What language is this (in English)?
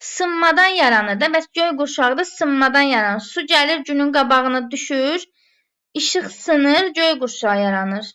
Azerbaijani